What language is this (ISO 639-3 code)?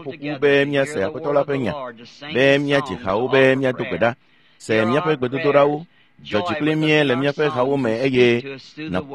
ewe